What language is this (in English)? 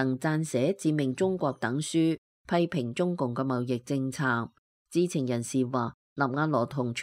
Cantonese